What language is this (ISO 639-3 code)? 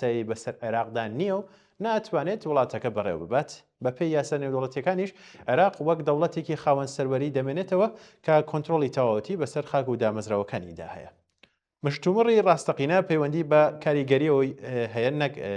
ckb